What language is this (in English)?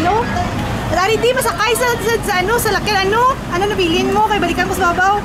Hiligaynon